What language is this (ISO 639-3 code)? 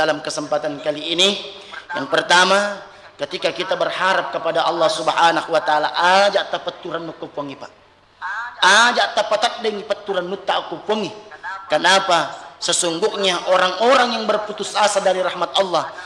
bug